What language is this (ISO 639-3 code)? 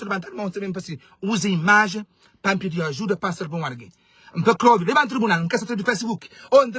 kea